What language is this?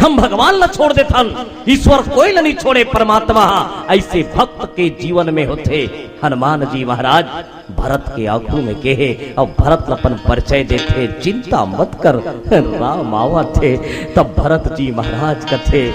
Chhattisgarhi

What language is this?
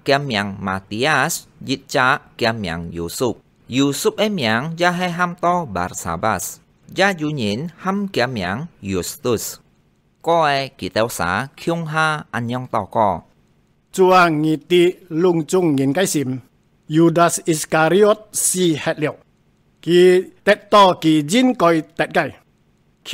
Hakka Chinese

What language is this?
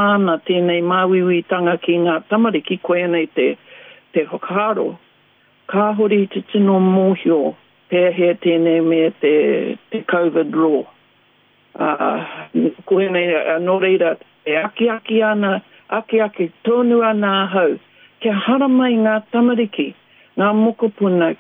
Māori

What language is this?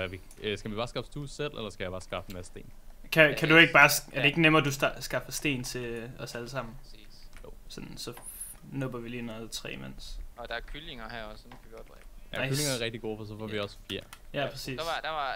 Danish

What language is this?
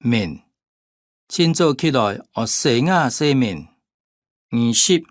Hakka Chinese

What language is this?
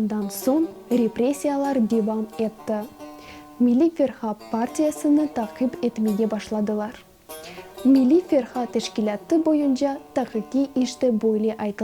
Crimean Tatar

